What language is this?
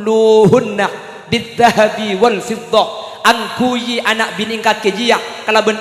Madurese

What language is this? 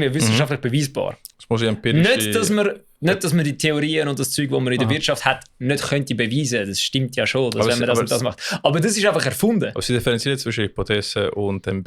Swiss German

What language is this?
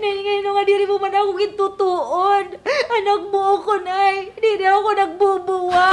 Waray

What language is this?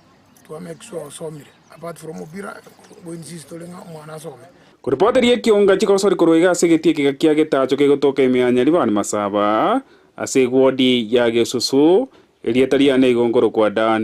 Gusii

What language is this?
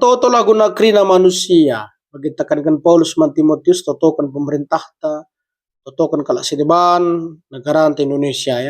Batak Karo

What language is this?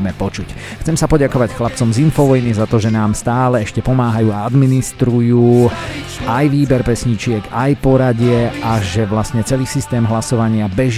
Slovak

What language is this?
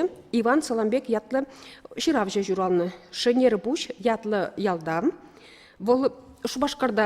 Chuvash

